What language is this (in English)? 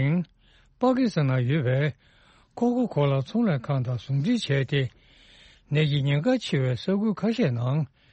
Tibetan